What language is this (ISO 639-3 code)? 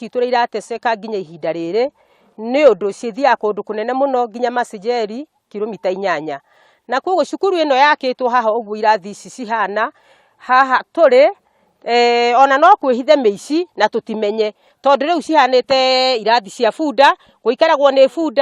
kik